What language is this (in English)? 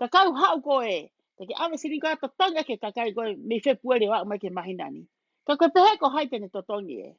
Tongan